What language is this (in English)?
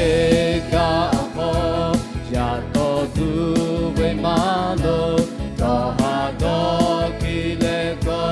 Lahu